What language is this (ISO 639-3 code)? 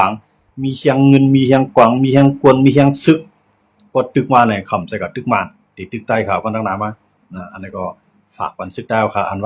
shn